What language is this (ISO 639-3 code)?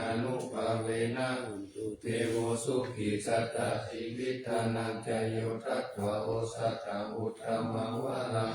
pli